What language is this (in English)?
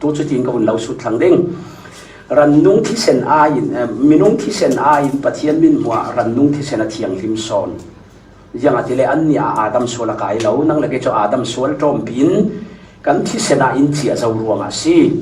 Falam Chin